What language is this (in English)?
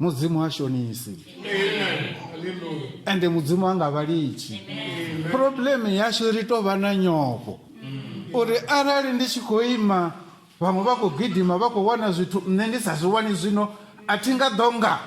Venda